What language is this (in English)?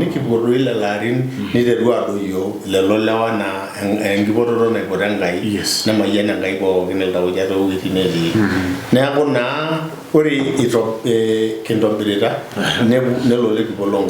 Masai